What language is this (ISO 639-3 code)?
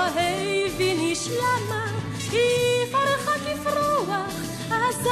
heb